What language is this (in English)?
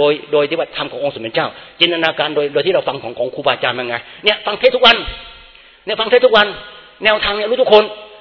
Thai